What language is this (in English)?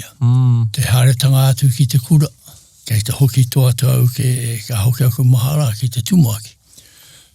Māori